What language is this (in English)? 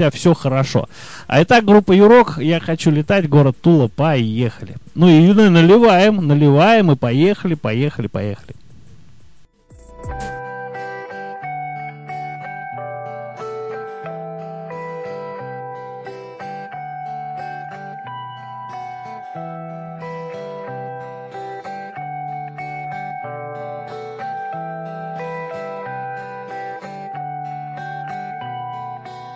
Russian